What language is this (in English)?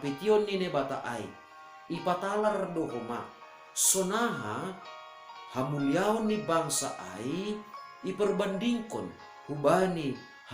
Batak Simalungun